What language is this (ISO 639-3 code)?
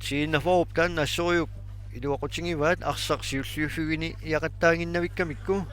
kal